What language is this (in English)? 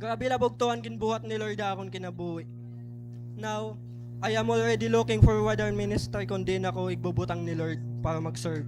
Waray